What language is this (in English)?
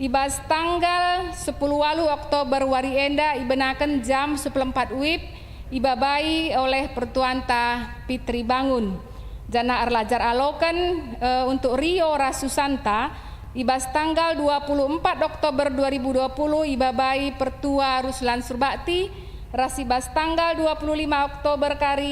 Batak Karo